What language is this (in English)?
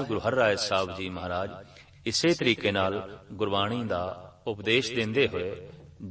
Punjabi